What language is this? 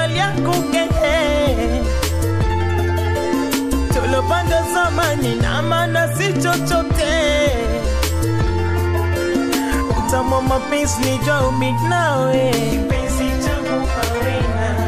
Swahili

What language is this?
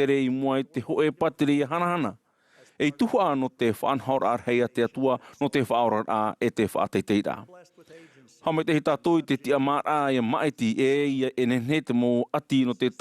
Tahitian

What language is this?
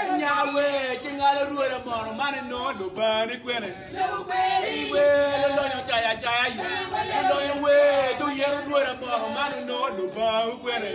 Acoli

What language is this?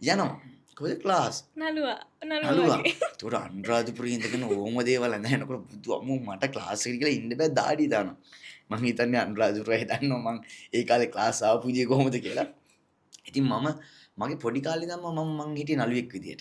Sinhala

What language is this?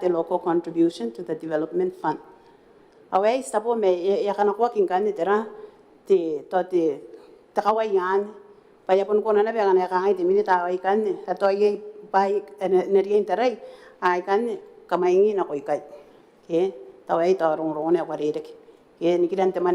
Gilbertese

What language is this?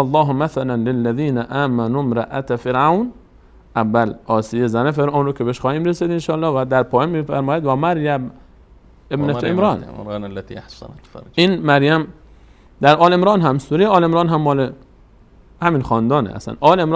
Persian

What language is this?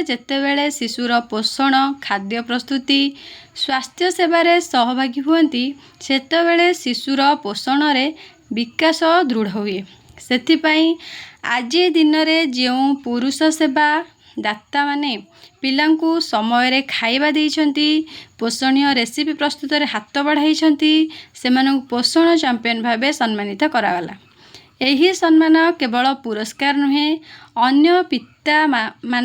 Odia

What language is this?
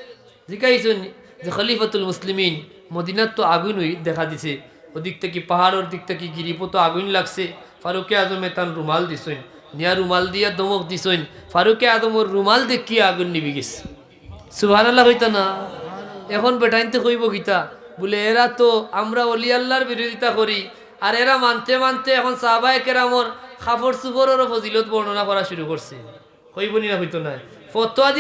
Sylheti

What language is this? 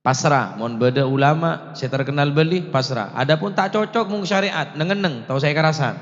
Madurese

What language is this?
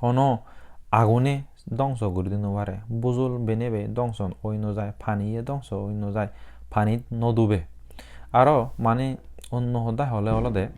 Chakma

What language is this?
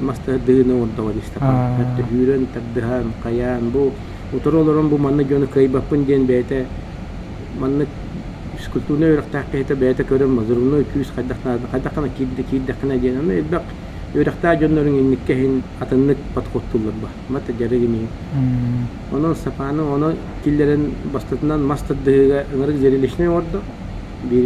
Yakut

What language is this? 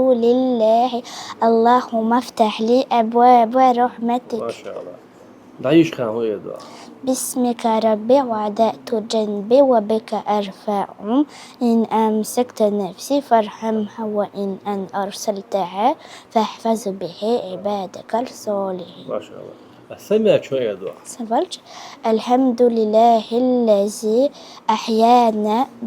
Chechen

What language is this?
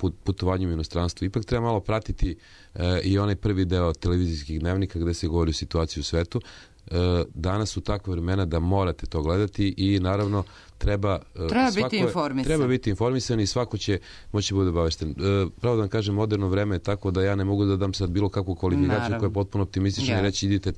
Serbian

